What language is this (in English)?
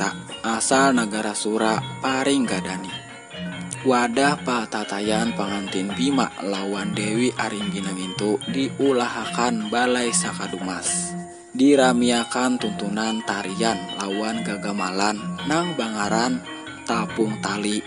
Banjar